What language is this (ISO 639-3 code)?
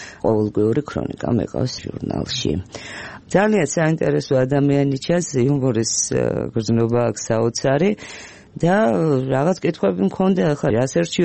kat